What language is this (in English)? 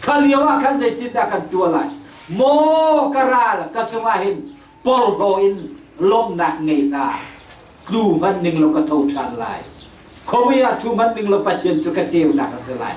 Hakha Chin